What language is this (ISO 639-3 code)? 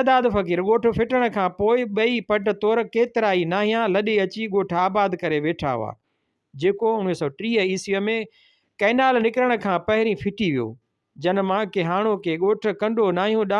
snd